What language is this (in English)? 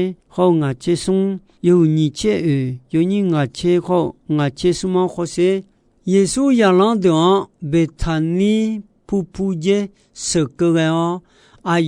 Akha